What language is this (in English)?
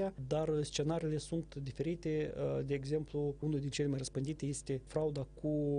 Romanian